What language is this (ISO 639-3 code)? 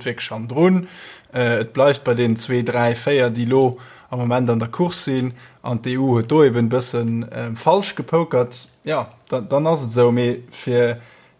ltz